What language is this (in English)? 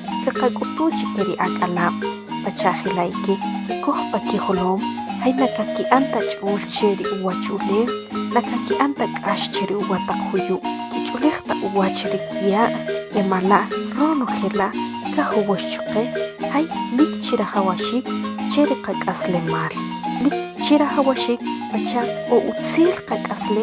Achi